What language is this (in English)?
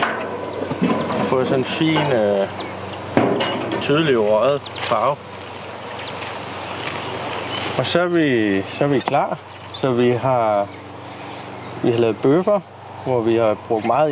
Danish